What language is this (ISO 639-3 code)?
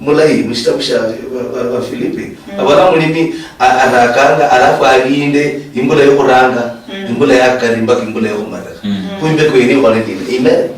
luy